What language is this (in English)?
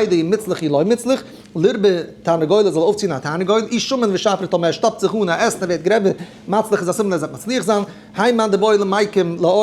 Yiddish